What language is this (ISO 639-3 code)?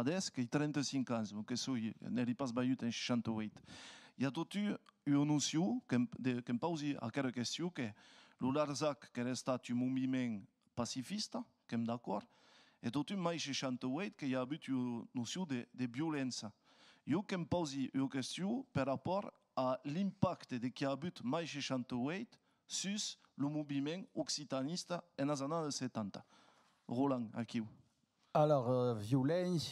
oci